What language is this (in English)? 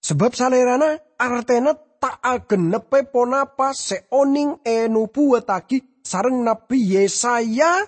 Madurese